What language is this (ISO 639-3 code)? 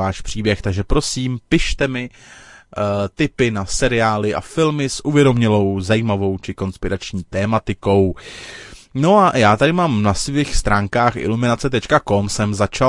ces